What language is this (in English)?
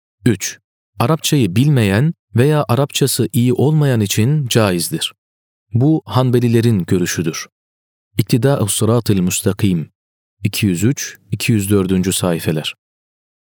Turkish